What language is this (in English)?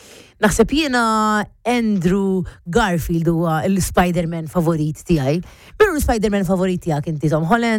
Maltese